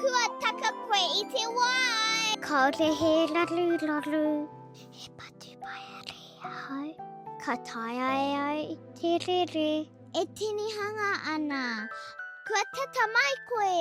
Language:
Māori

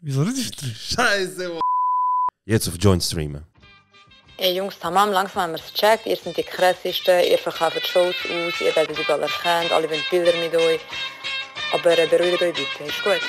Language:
Swiss German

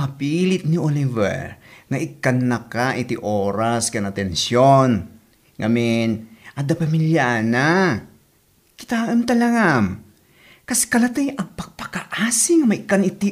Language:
Iloko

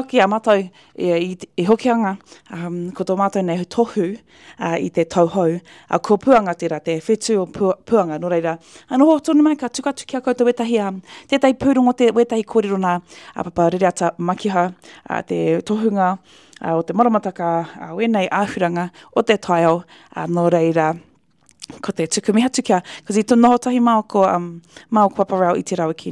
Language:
Māori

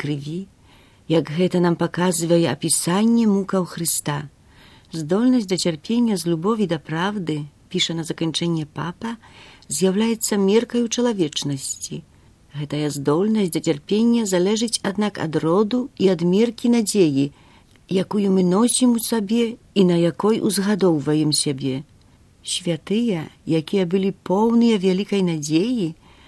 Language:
Belarusian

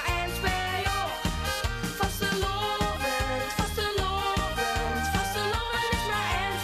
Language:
Limburgish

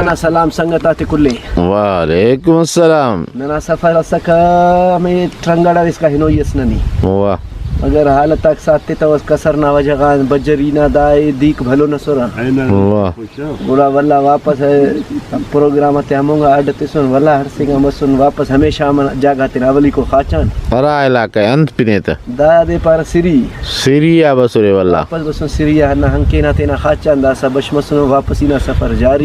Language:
Brahui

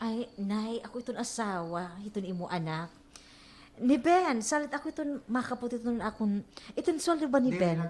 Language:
Waray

